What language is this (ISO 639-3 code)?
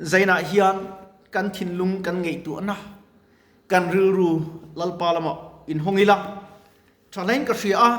lus